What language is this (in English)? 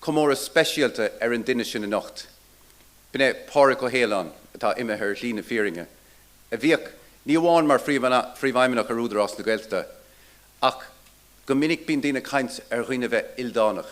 Irish